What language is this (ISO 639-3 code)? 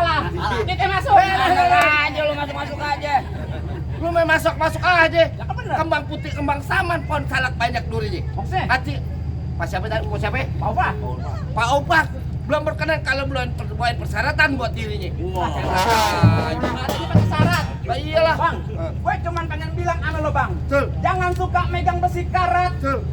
bew